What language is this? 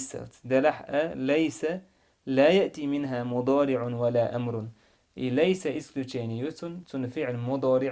Chechen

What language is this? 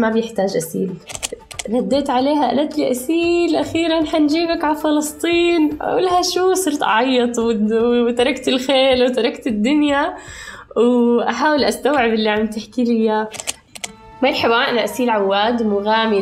North Levantine Arabic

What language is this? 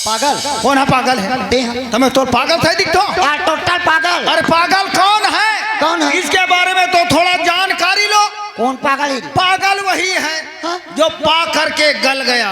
Chhattisgarhi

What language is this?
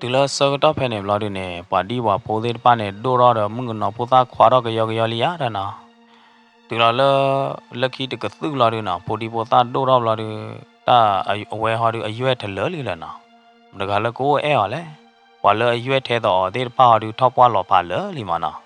S'gaw Karen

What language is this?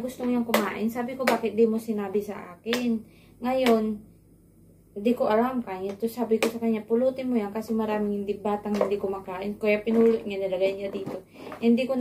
Filipino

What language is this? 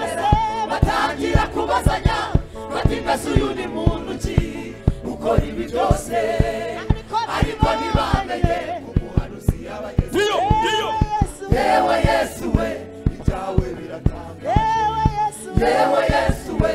Kinyarwanda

